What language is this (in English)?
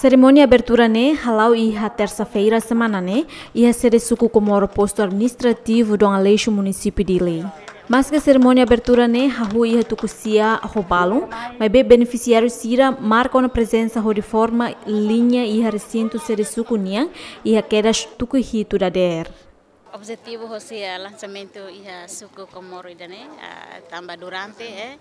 Tetum